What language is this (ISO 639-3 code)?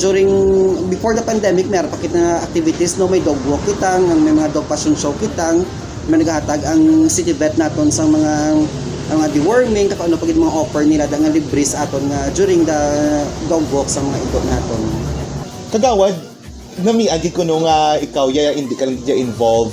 hil